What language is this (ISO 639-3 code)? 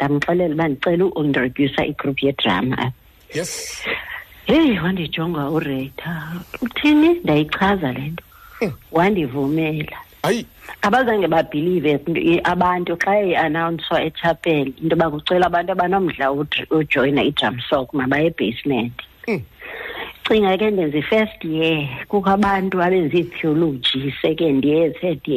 xho